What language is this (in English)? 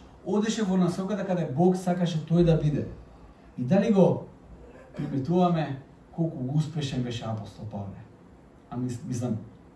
Macedonian